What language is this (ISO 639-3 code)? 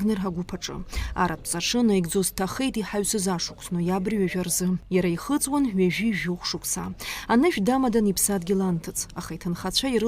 abk